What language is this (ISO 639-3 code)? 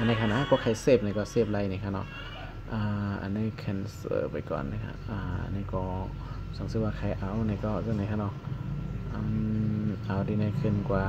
shn